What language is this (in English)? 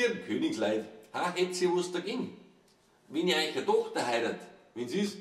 Bavarian